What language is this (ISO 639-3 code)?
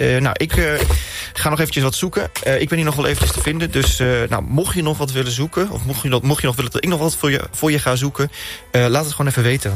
nld